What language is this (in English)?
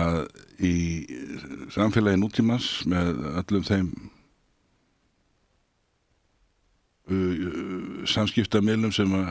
Icelandic